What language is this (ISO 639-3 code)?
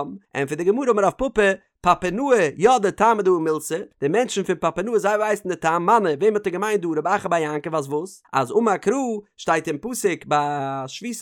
yid